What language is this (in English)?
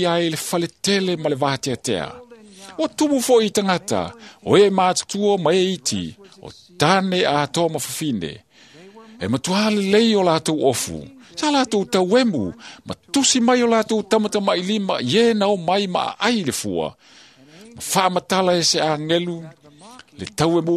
Samoan